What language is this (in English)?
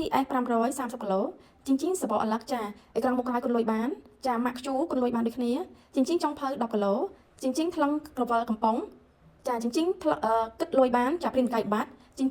Khmer